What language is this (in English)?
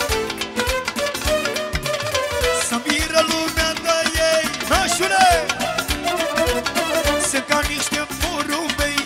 Romanian